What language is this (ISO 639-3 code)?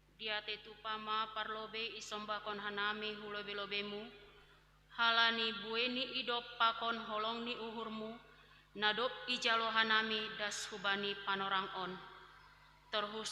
bts